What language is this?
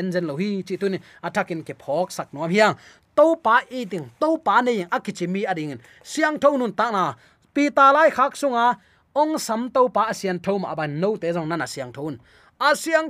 Tedim Chin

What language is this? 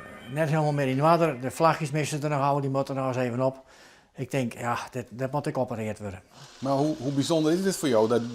Western Frisian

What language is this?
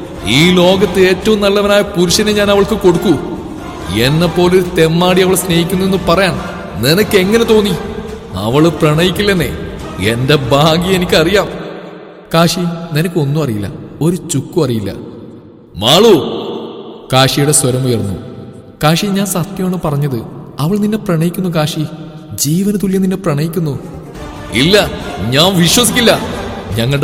Malayalam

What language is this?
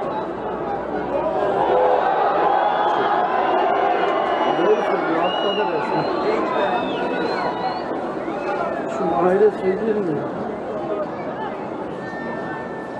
Turkish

